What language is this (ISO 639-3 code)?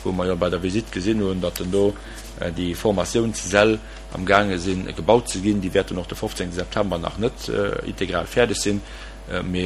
ltz